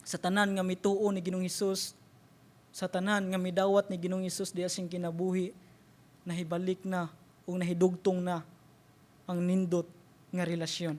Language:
Cebuano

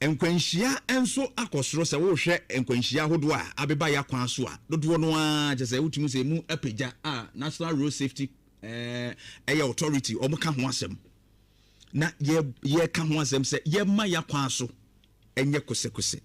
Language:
Akan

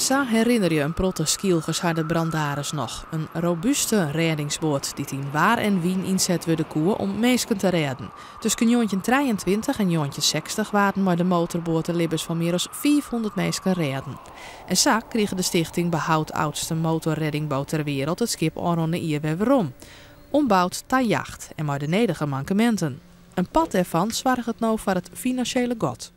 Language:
Western Frisian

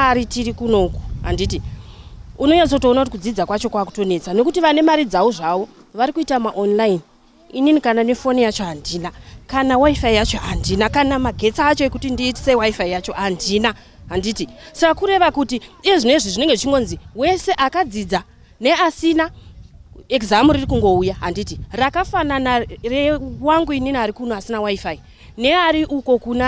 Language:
Shona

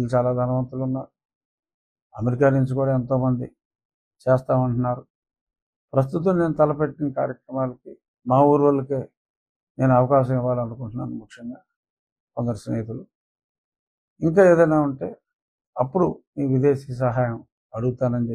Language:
Telugu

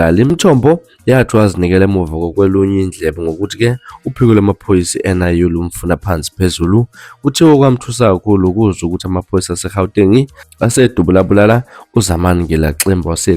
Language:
Zulu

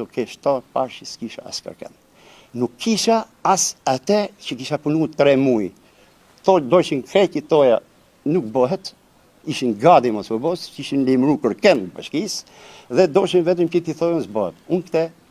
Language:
Albanian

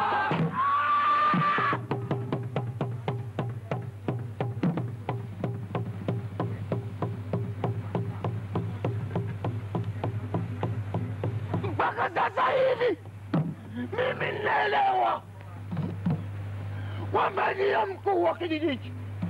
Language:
Swahili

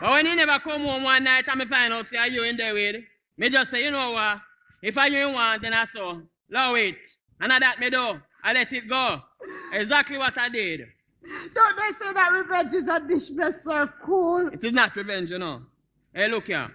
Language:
Jamaican Creole English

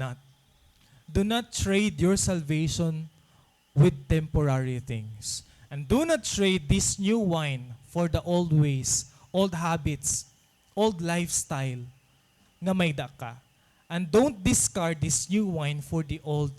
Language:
Waray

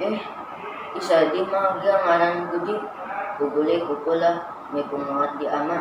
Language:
Central Dusun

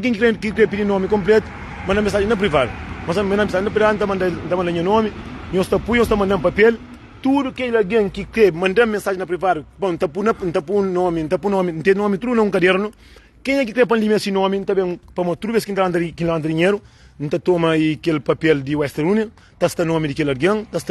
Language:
Kabuverdianu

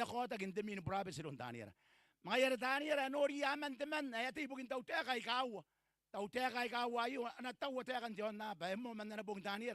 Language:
Gilbertese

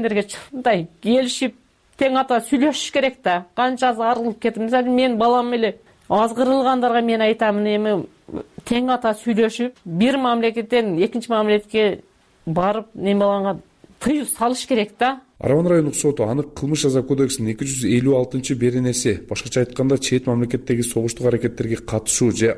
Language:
Kyrgyz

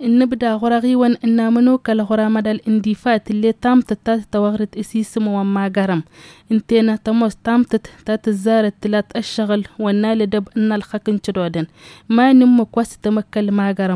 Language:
Tamasheq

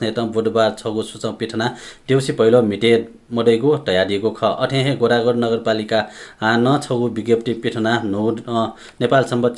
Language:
Newari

